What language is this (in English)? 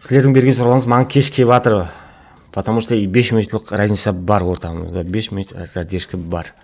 Kara-Kalpak